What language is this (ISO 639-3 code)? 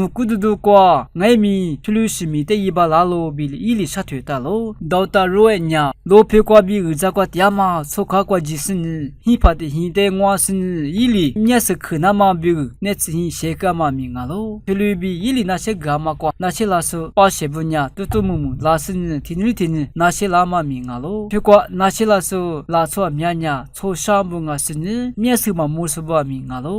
lis